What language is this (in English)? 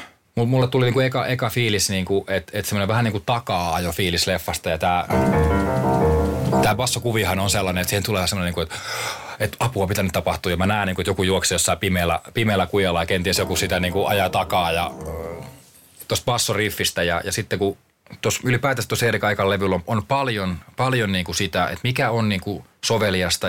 Finnish